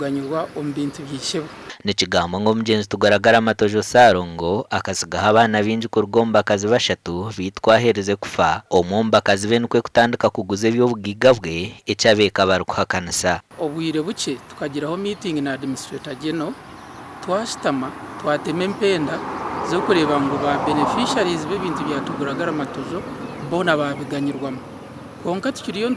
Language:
Nyankole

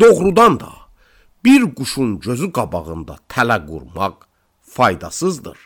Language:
Azerbaijani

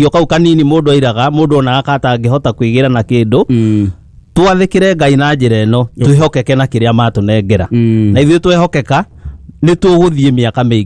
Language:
Kikuyu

